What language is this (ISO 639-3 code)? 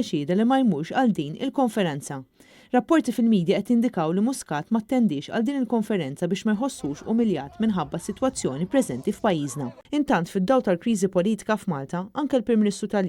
mlt